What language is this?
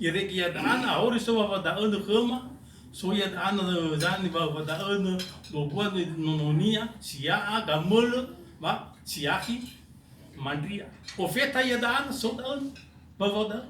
Nias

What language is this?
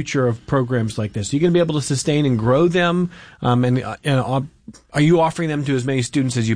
English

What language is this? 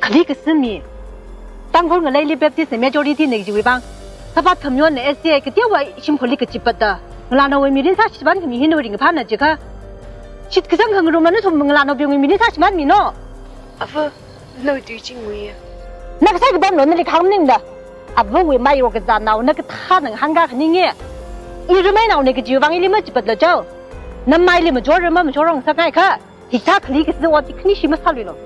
Tangkhul Naga (India)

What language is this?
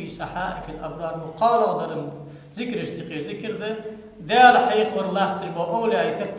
Ingush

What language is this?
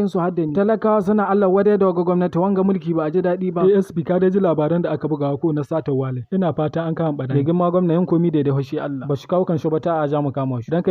Hausa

